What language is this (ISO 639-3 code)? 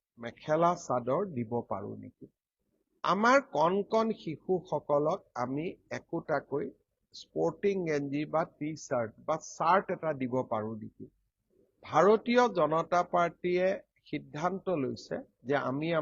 asm